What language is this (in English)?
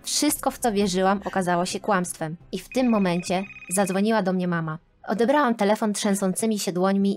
Polish